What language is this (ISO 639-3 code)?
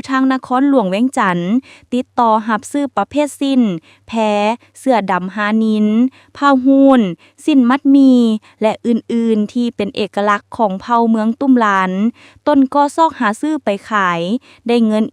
lao